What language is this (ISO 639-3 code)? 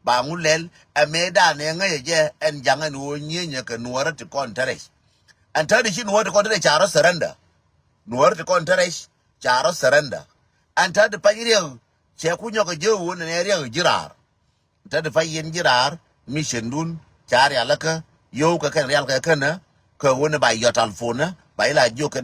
nus